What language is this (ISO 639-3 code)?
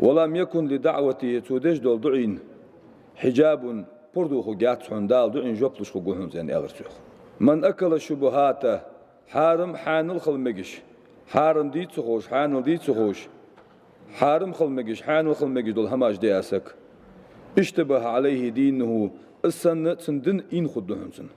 inh